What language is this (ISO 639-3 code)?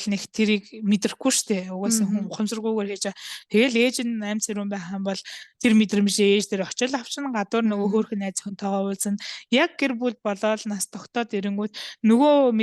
mon